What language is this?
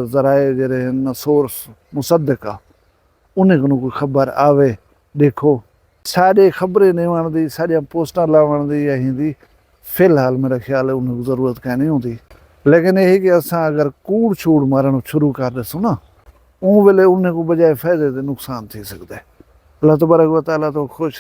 Saraiki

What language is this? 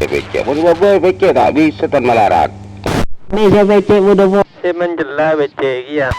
Madurese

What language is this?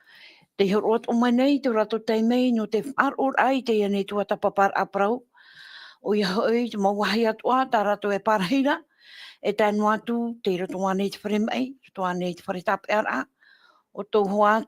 Tahitian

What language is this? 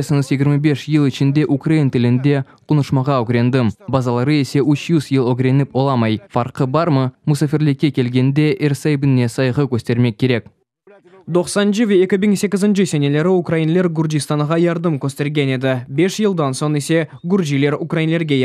Crimean Tatar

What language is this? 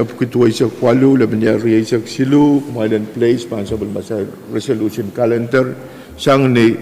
Pohnpeian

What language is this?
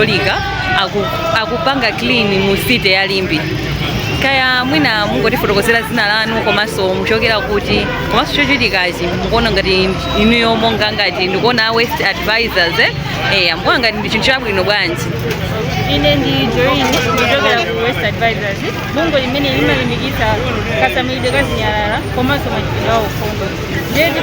Nyanja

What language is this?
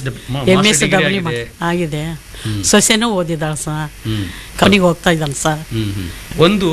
Kannada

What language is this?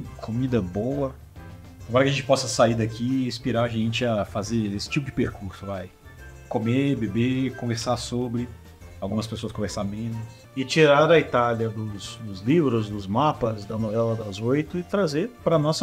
Portuguese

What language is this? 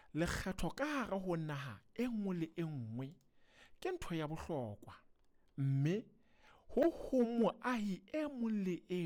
Southern Sotho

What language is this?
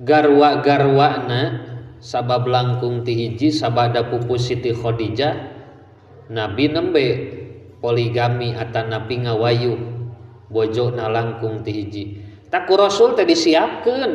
Sundanese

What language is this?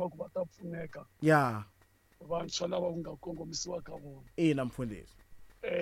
Tsonga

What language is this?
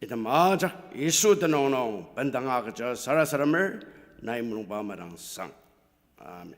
Ao Naga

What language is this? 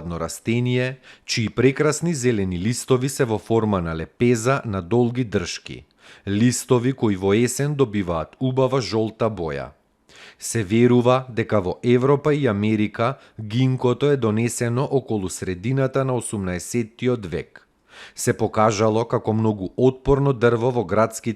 Macedonian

